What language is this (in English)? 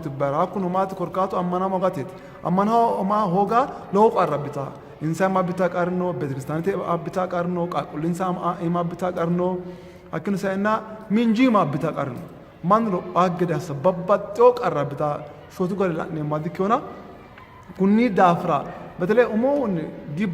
Sidamo